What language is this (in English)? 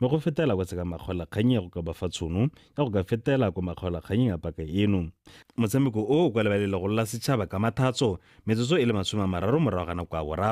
Tswana